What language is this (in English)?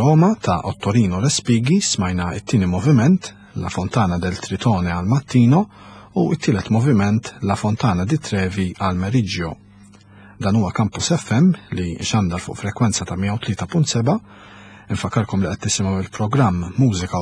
Maltese